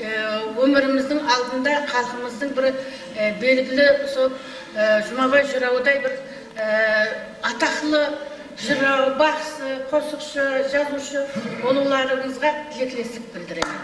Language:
Kara-Kalpak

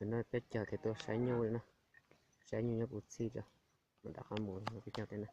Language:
Hmong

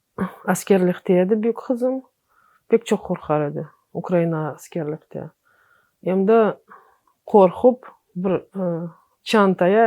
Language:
Crimean Tatar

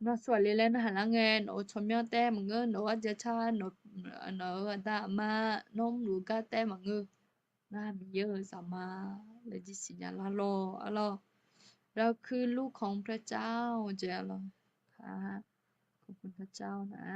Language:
Akha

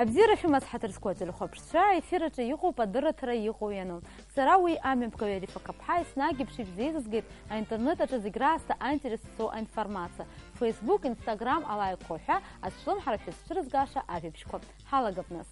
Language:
Abkhazian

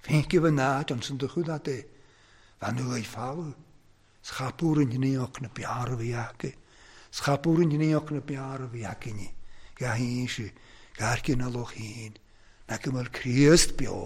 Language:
Welsh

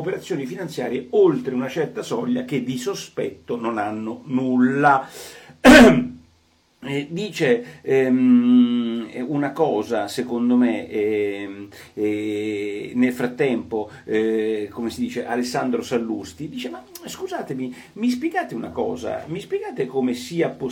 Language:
Italian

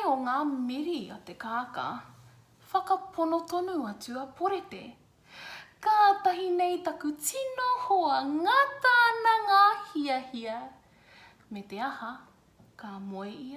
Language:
Māori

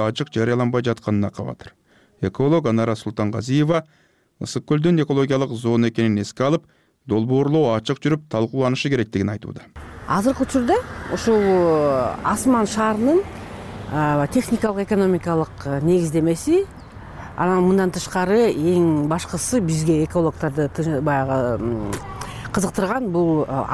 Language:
Kyrgyz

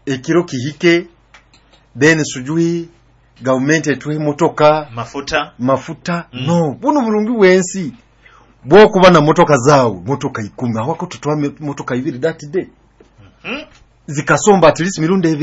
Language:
Nyoro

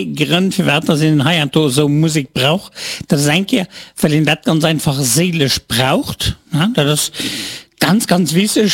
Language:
Luxembourgish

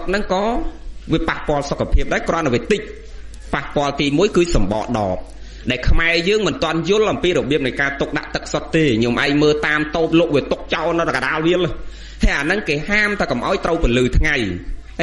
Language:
Khmer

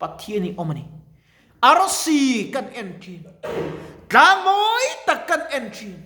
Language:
Mizo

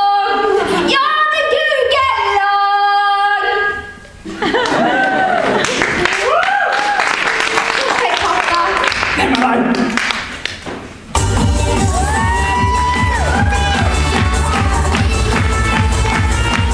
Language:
Norwegian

